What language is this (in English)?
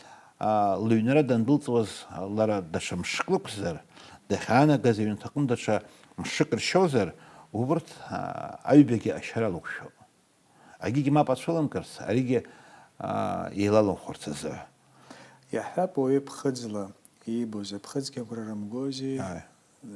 Abkhazian